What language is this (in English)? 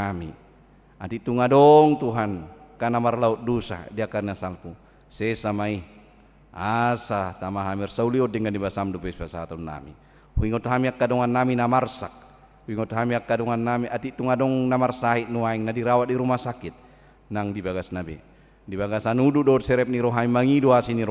Batak Toba